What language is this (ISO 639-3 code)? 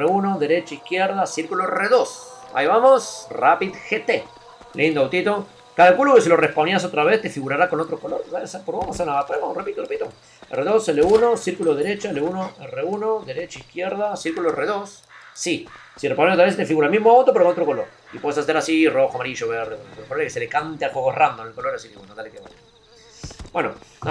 spa